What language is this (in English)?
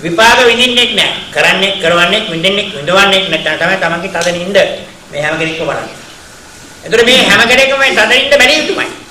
Sinhala